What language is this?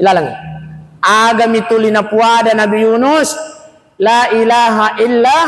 Buginese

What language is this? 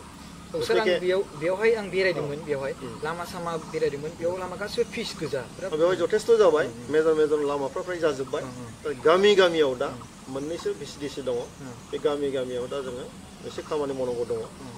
Bodo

